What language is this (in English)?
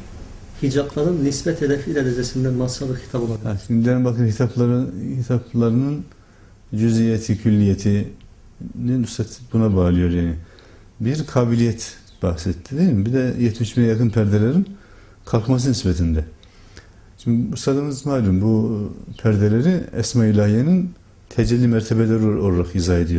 Turkish